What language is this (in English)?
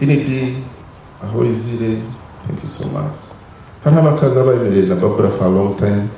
Nyankole